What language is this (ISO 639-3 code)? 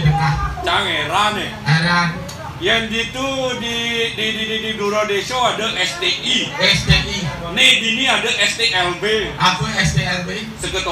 ban